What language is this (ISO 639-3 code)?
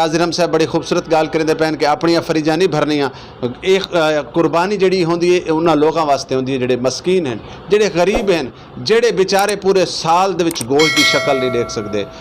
skr